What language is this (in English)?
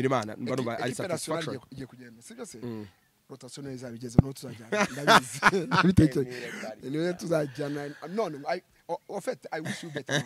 Kinyarwanda